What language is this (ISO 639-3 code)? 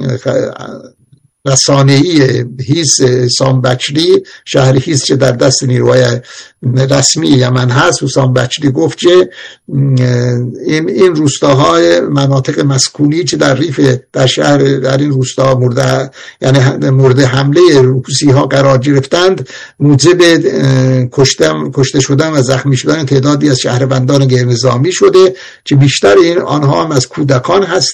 fas